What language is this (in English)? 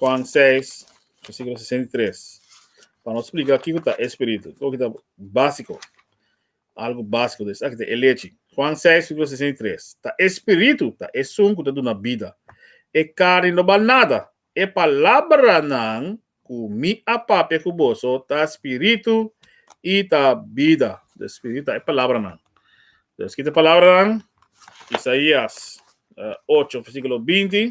Papiamento